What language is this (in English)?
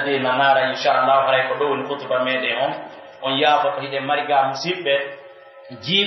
Pular